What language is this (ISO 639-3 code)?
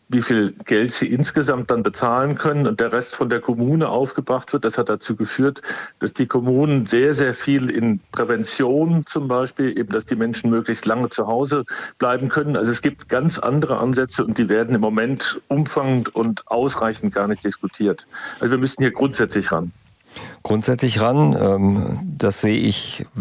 deu